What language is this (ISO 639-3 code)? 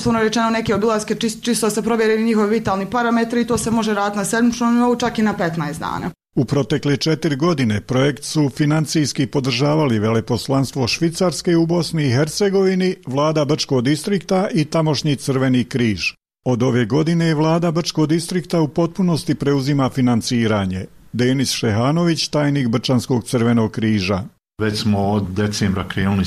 bos